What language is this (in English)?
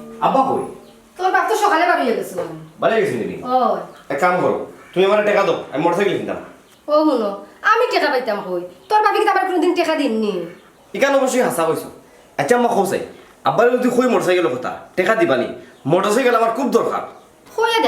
Sylheti